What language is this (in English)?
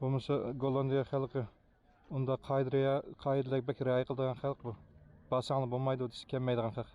Uyghur